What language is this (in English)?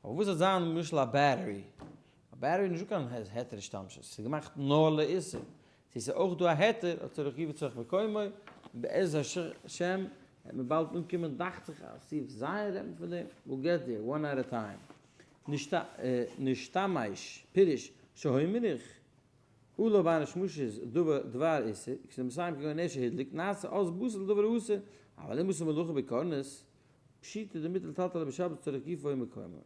Yiddish